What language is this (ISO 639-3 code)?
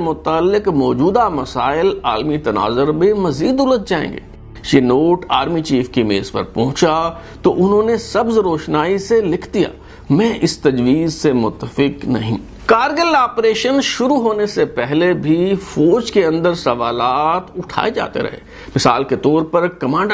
urd